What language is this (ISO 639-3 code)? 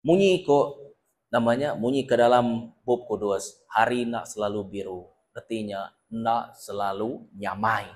iba